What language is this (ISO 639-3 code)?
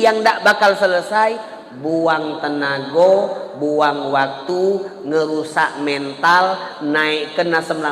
mui